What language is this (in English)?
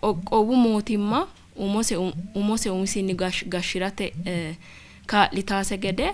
Sidamo